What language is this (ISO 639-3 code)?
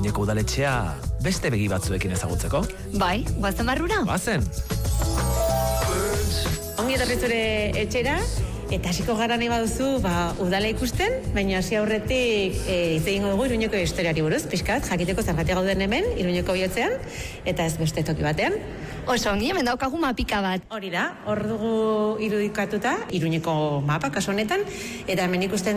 eus